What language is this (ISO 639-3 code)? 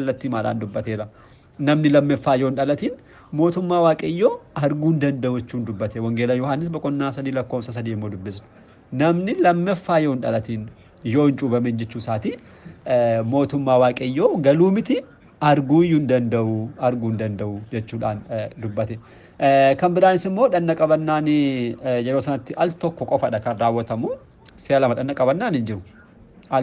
orm